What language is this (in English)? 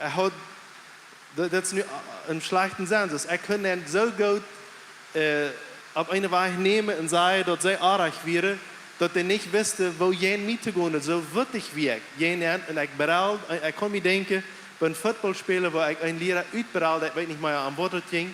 Plautdietsch